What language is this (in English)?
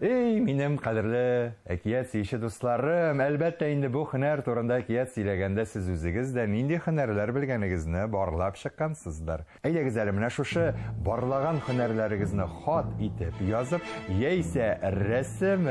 Tatar